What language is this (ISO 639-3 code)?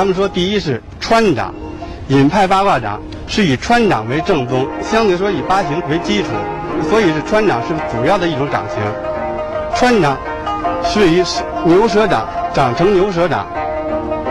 zho